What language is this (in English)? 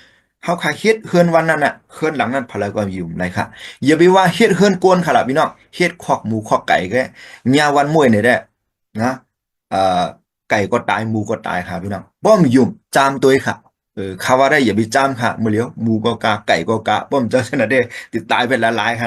Shan